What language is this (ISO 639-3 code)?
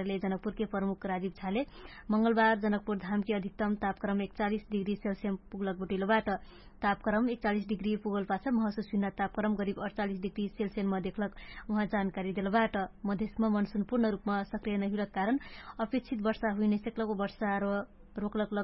thl